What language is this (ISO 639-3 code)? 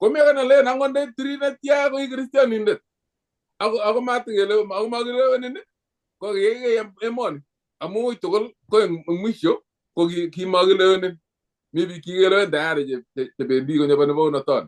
kln